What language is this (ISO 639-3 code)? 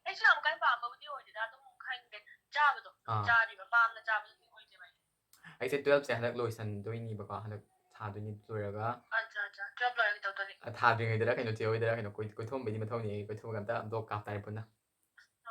mni